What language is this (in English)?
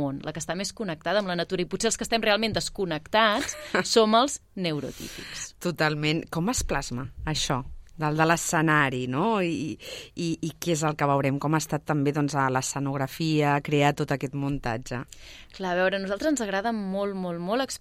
Catalan